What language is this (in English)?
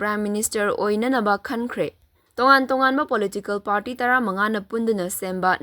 Manipuri